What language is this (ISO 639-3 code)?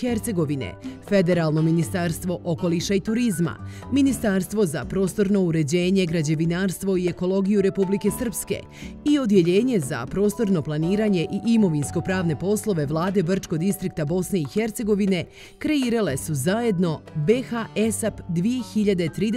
bos